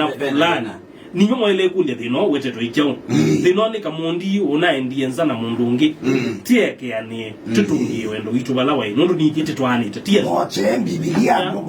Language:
Kamba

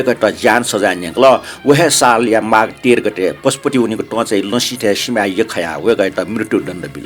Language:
Newari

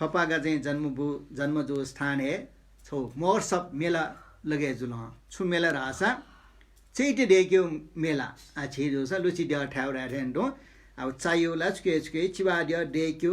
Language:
Newari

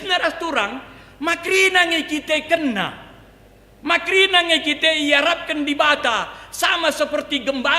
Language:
Batak Karo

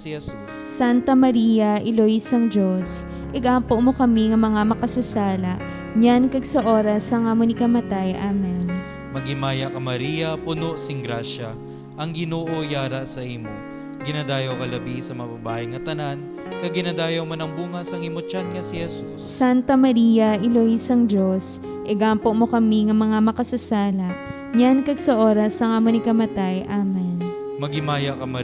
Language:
Hiligaynon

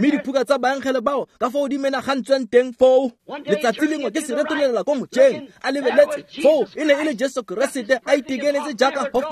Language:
Tswana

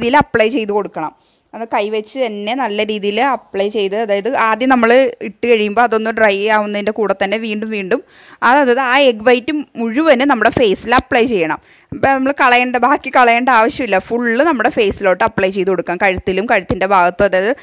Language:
Malayalam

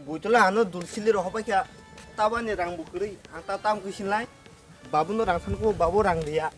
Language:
Kok Borok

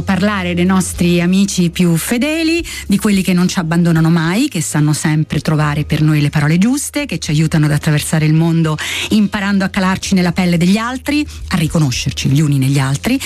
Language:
Italian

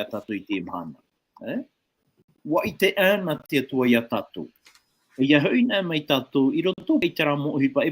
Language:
Tahitian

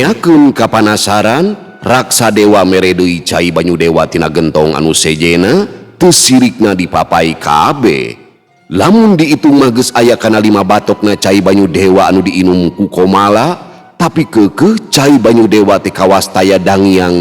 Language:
Sundanese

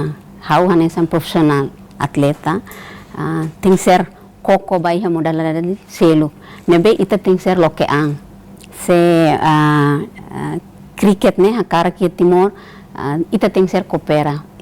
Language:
Tetum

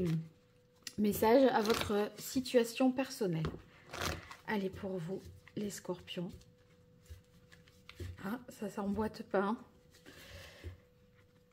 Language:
French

